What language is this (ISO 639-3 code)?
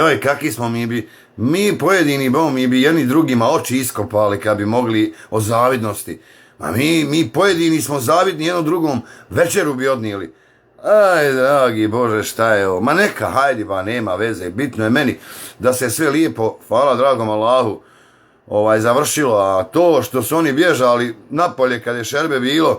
bos